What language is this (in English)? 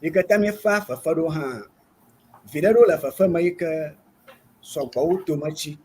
Ewe